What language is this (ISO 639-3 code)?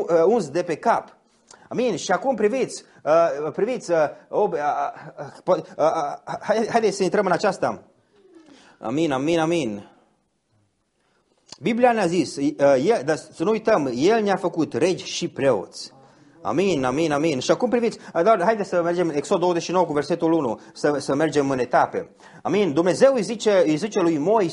ron